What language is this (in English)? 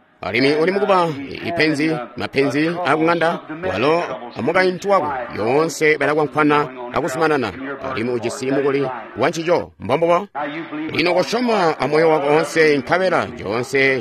Tonga (Zambia)